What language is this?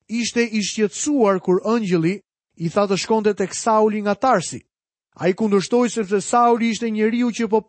Albanian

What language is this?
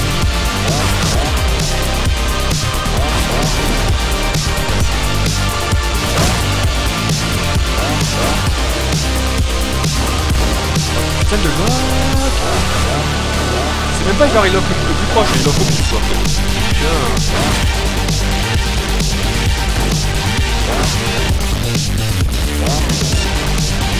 French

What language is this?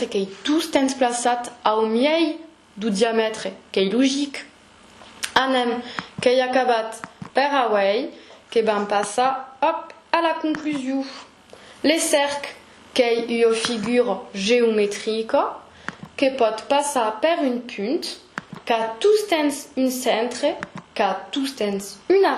Occitan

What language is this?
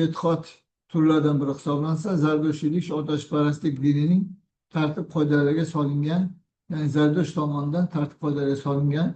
Uzbek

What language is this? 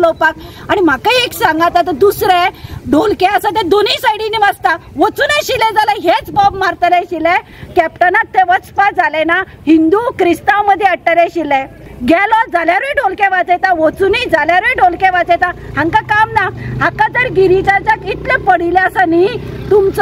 Konkani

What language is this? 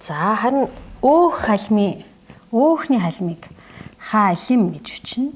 Mongolian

